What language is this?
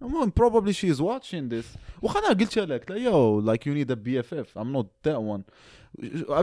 Moroccan Arabic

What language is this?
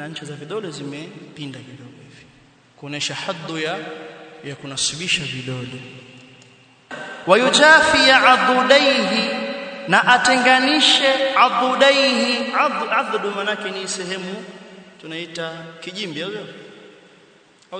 Swahili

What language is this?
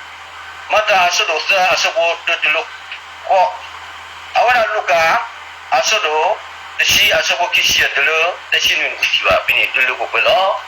S'gaw Karen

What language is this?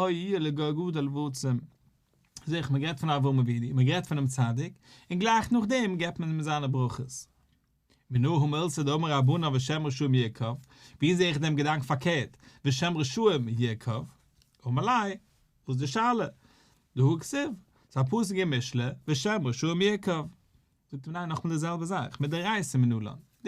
Yiddish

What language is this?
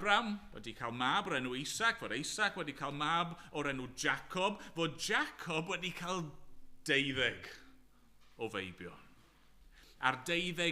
Welsh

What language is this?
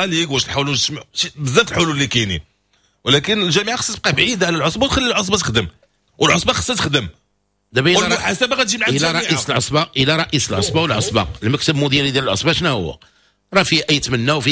Moroccan Arabic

